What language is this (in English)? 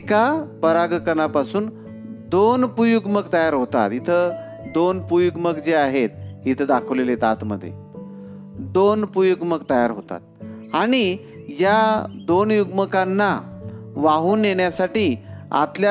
Marathi